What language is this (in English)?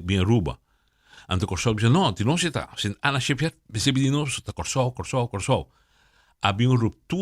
Papiamento